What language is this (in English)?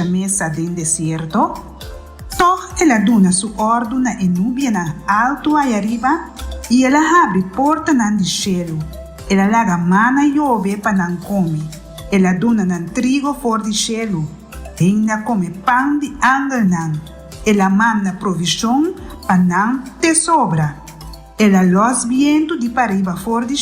Papiamento